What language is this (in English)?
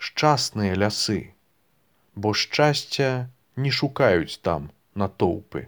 Belarusian